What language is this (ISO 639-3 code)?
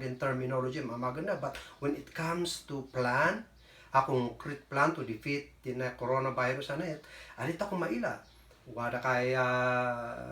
kne